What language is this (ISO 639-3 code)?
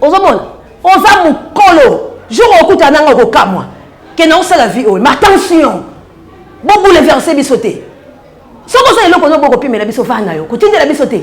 lin